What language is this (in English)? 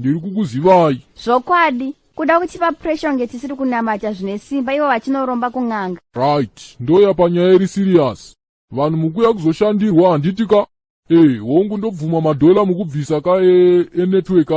Shona